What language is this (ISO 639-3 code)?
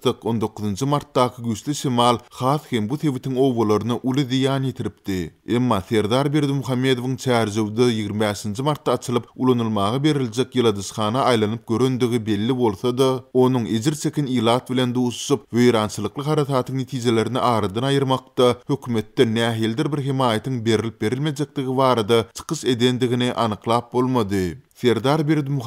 tuk